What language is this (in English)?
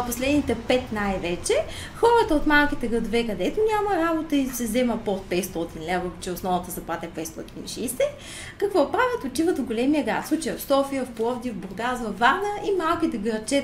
Bulgarian